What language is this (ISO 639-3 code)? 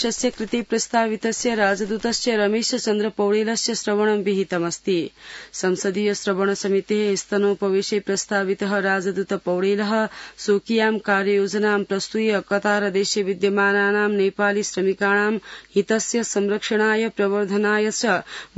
san